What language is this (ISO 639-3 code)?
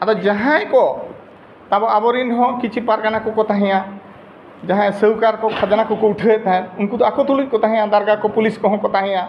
sat